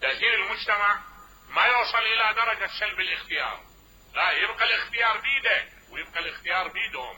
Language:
Mesopotamian Arabic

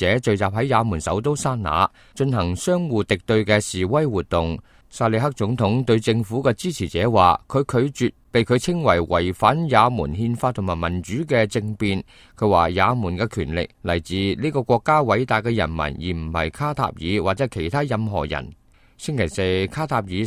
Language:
Cantonese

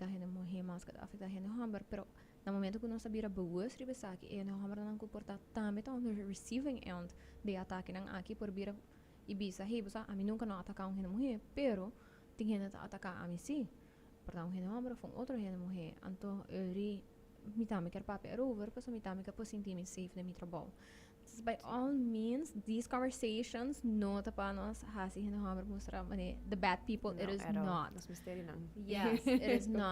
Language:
Papiamento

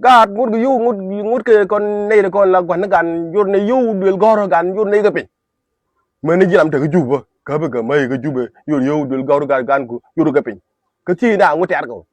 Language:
Nuer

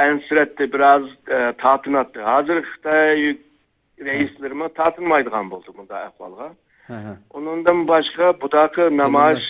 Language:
Uyghur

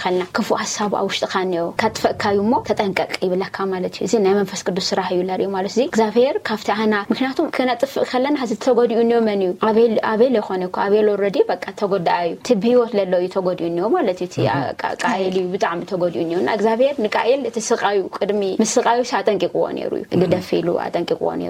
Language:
Tigrinya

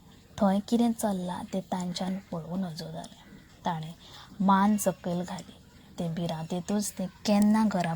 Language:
Konkani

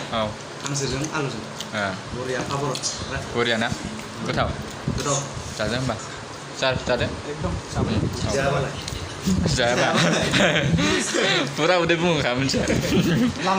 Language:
Bodo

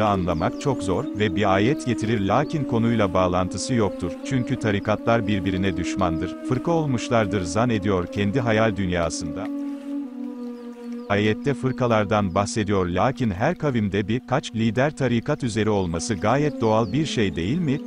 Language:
Turkish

